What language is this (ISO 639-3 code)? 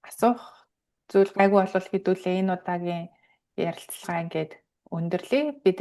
mon